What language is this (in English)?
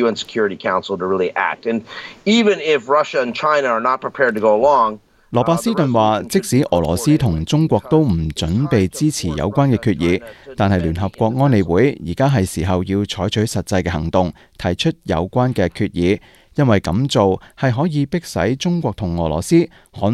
Cantonese